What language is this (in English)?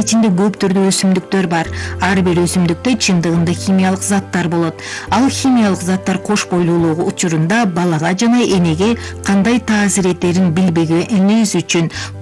Kyrgyz